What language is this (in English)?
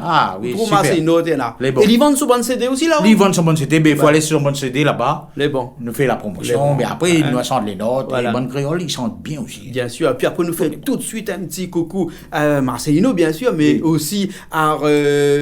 Réunion Creole French